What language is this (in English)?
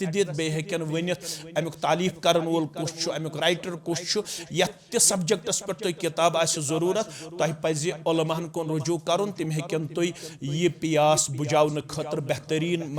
Kashmiri